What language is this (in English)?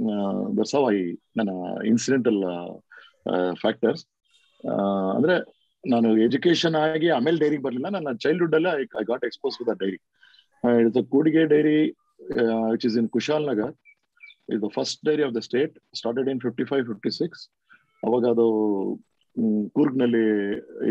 Kannada